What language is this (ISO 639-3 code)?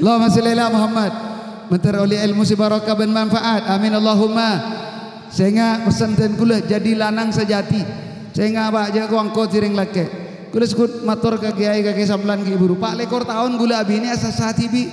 mad